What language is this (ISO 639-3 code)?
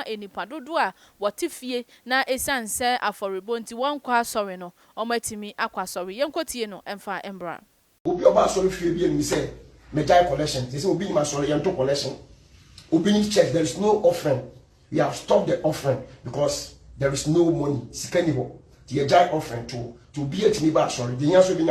aka